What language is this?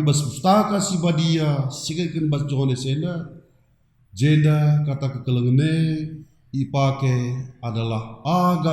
Batak Karo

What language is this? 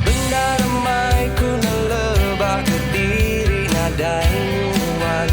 Iban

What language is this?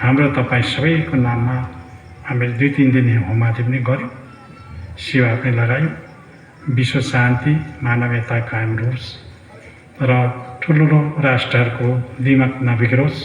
Nepali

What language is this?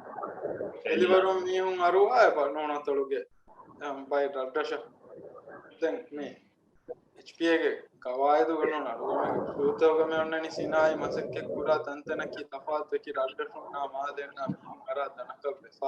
Divehi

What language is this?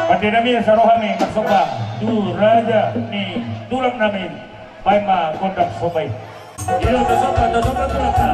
Batak Toba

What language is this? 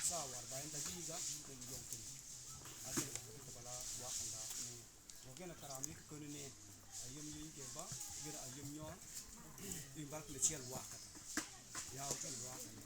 Mabaan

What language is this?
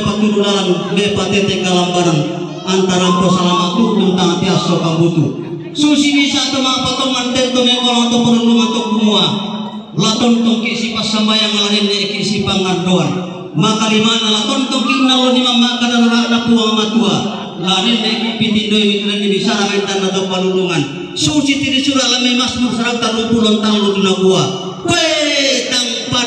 Toraja-Sa'dan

